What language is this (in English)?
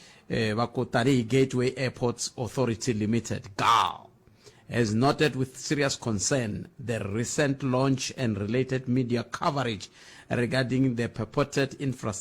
Tsonga